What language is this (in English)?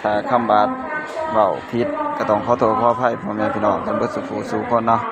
Northeastern Thai